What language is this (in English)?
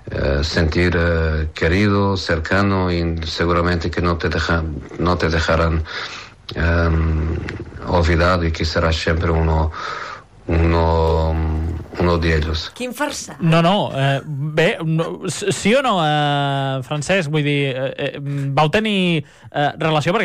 Catalan